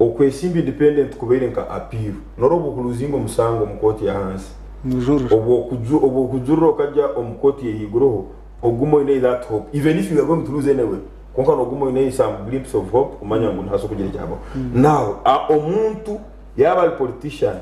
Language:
Nyankole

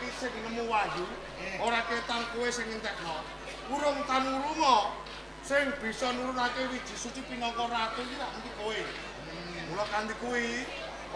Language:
Javanese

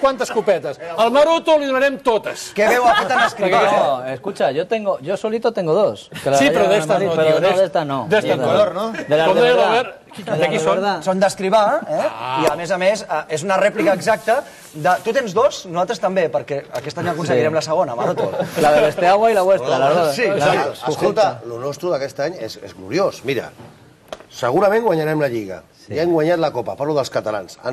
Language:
Catalan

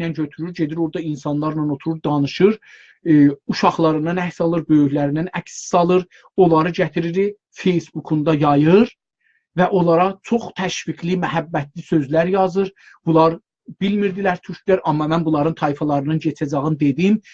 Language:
South Azerbaijani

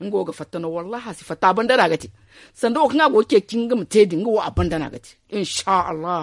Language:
Zarma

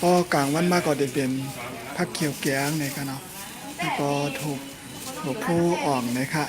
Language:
Shan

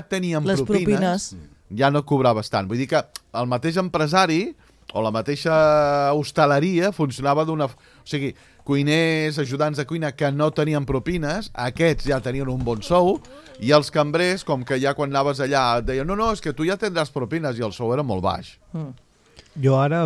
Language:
Catalan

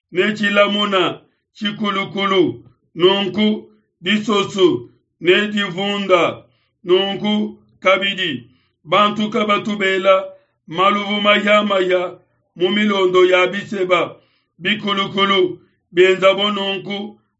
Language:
Luba-Lulua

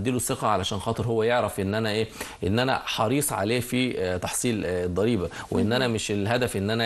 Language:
Egyptian Arabic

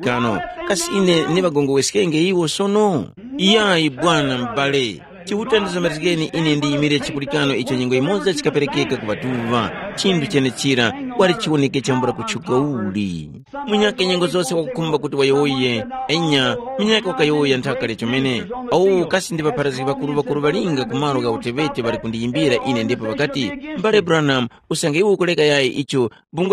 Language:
Tumbuka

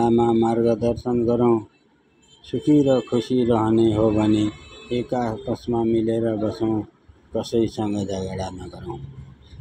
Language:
Nepali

